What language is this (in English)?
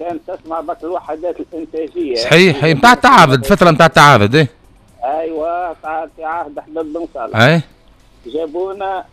Tunisian Arabic